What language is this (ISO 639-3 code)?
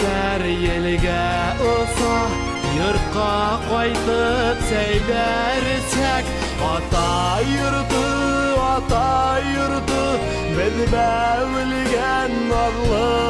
bak